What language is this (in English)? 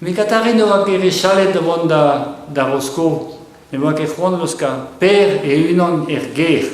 Breton